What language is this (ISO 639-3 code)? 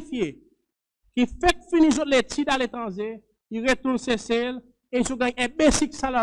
crs